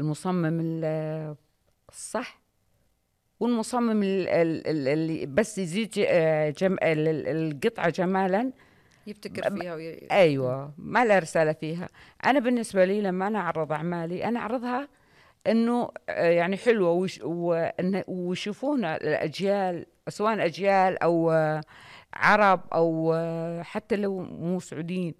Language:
Najdi Arabic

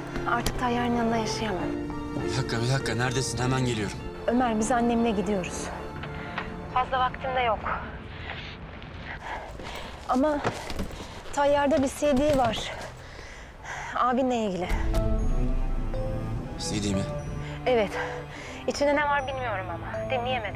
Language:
Turkish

